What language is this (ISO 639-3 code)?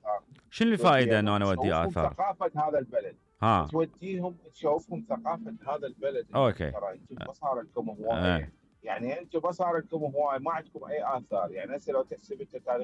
acm